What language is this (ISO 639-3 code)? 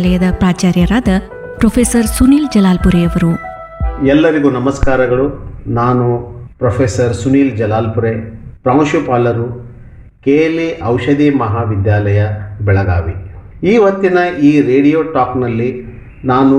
kan